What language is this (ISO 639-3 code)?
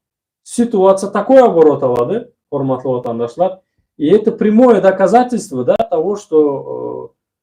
tuk